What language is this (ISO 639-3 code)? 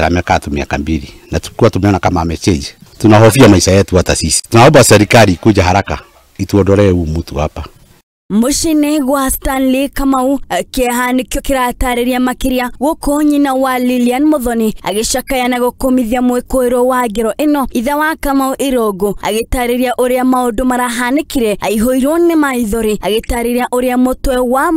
kik